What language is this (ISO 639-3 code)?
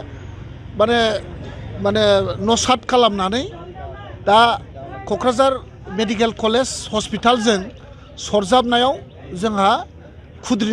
brx